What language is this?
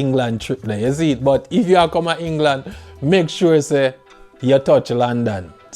Jamaican Creole English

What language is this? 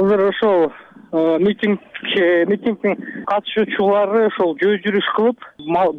Kyrgyz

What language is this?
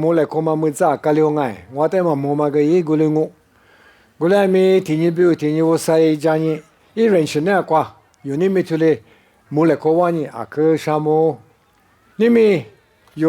Lisu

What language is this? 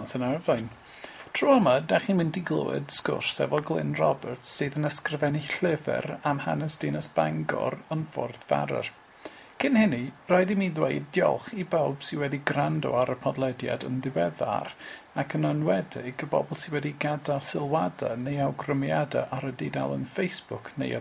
Welsh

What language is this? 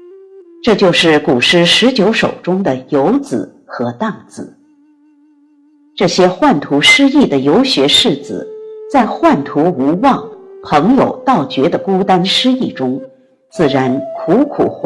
Chinese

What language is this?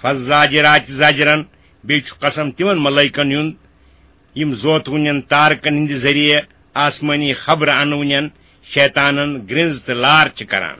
Kashmiri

